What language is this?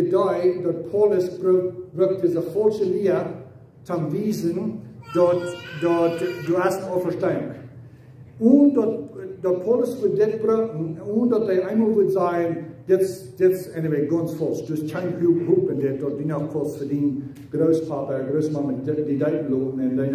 Plautdietsch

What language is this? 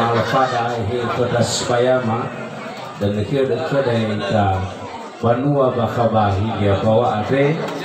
Nias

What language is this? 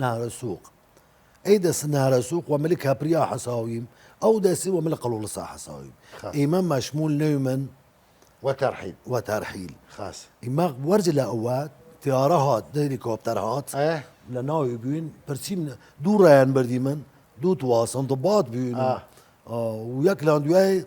Southern Kurdish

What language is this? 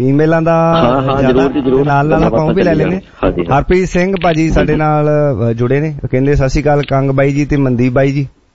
Punjabi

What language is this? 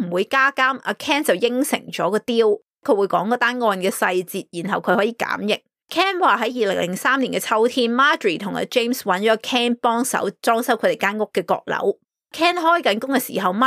Cantonese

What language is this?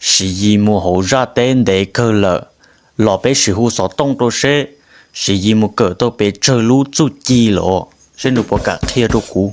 Hmong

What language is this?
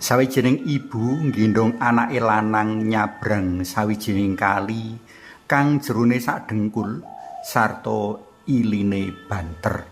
Javanese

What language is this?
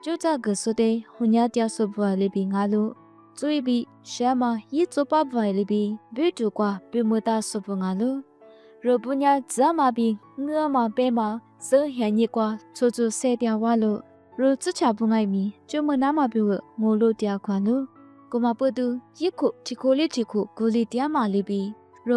Lisu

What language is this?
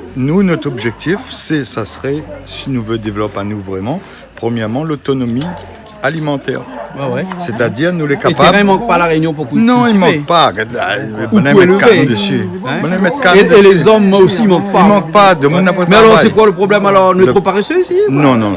Réunion Creole French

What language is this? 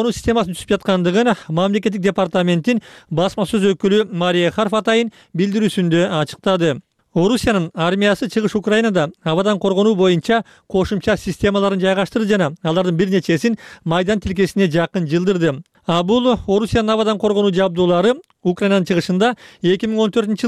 Kyrgyz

